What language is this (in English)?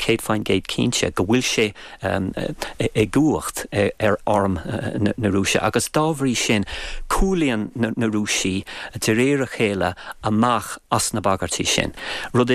Irish